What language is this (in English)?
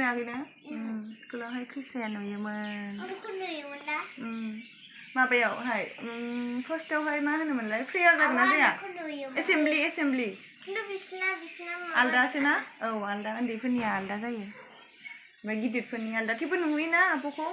Bodo